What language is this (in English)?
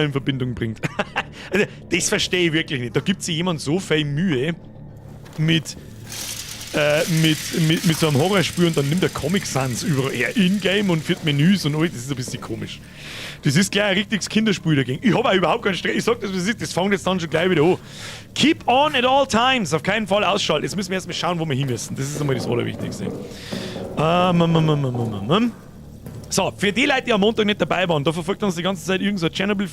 Bavarian